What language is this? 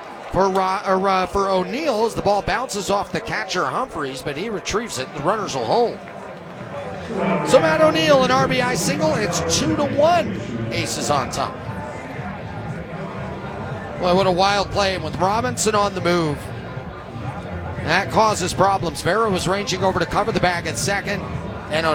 English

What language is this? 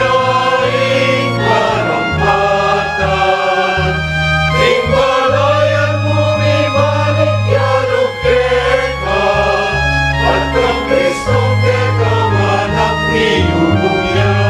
Pampanga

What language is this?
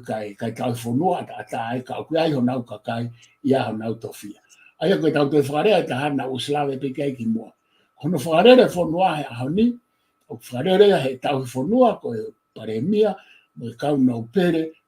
Tongan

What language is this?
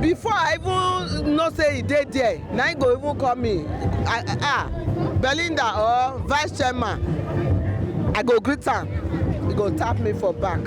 Nigerian Pidgin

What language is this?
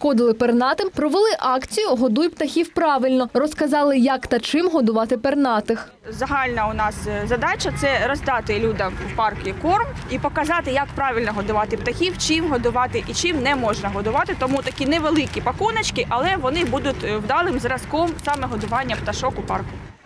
Ukrainian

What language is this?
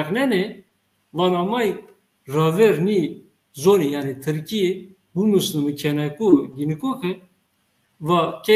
Zaza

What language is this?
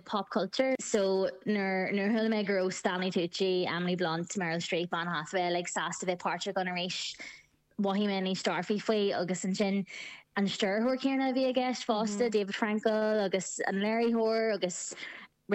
Irish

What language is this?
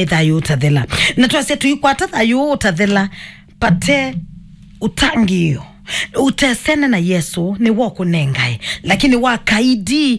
Kamba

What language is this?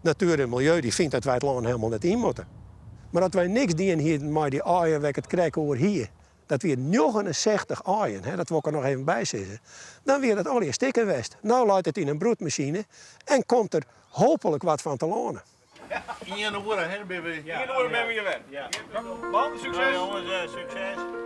Western Frisian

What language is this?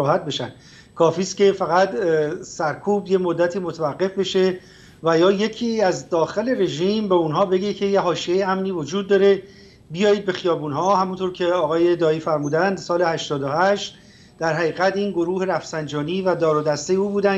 Persian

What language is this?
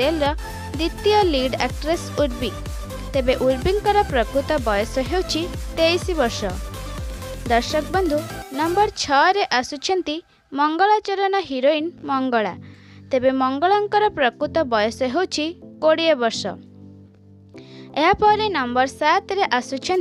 Odia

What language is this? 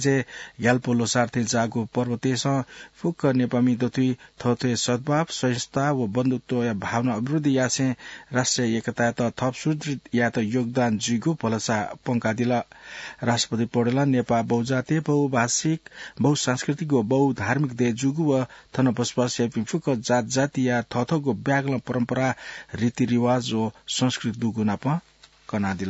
Newari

